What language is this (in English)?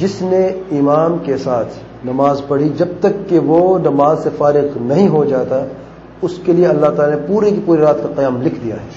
Urdu